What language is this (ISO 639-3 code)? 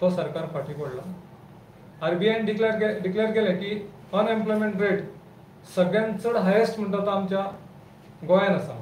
kok